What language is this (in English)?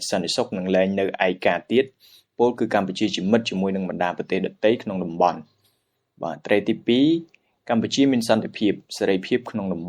Khmer